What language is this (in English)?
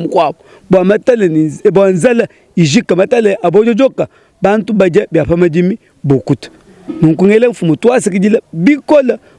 Luba-Lulua